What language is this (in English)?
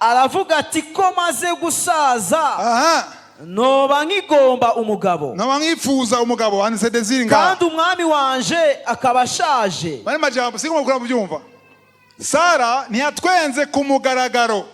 Rundi